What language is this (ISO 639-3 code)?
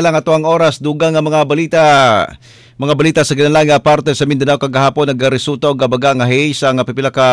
ceb